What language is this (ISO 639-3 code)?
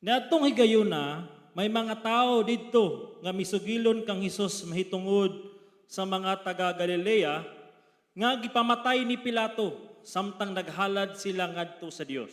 ceb